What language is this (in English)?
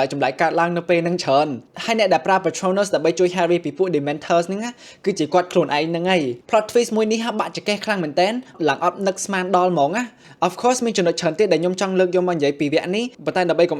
Khmer